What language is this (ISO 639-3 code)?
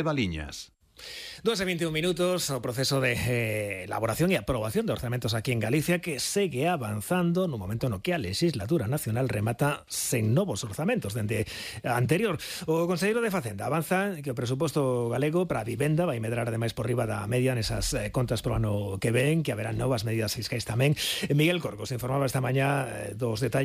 glg